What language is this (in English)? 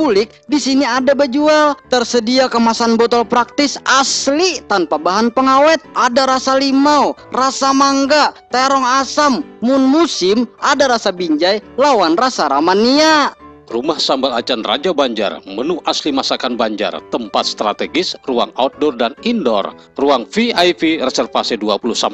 Banjar